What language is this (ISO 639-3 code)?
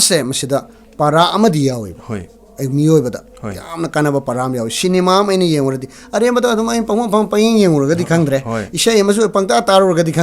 mni